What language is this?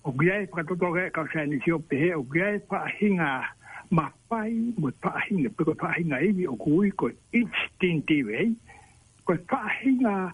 Tongan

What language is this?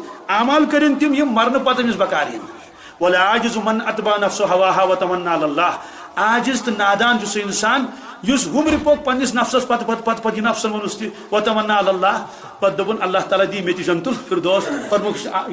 Kashmiri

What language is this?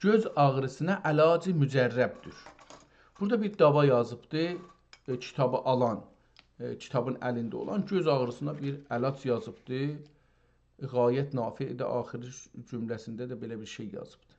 South Azerbaijani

